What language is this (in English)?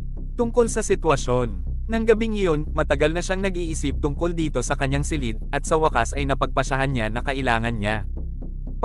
Filipino